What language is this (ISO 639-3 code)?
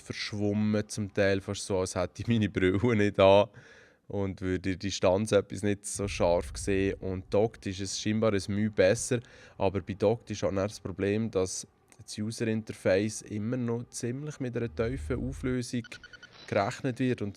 gsw